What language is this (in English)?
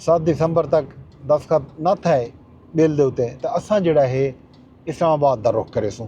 Saraiki